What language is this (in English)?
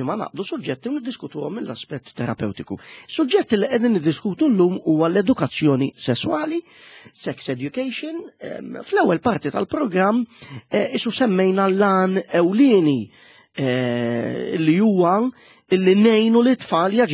Maltese